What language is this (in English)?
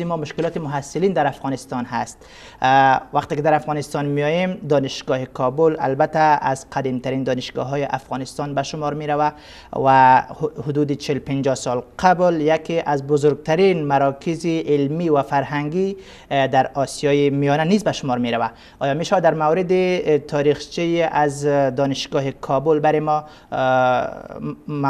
Persian